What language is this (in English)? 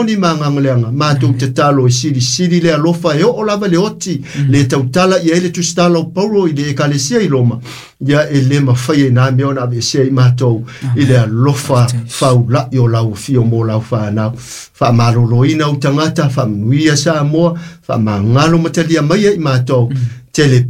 Samoan